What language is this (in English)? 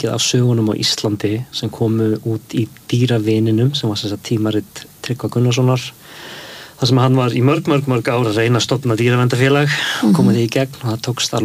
Icelandic